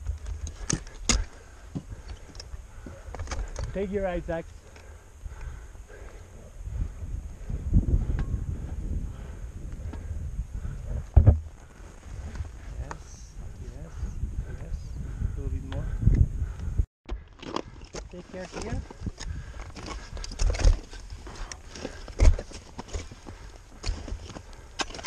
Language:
English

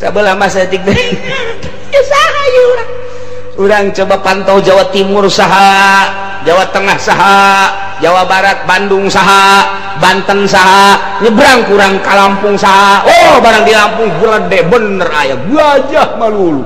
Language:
Sundanese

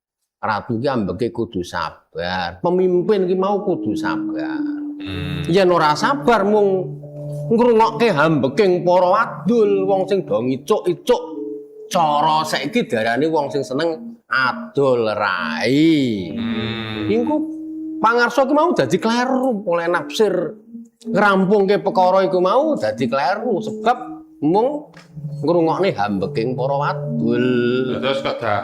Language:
Javanese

